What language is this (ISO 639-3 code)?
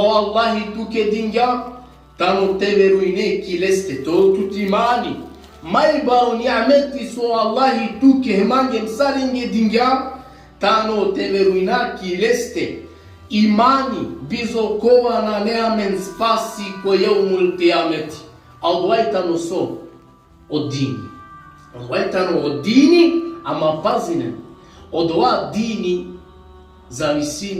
rmn